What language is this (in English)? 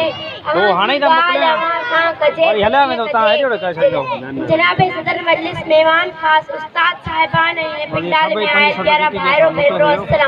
Sindhi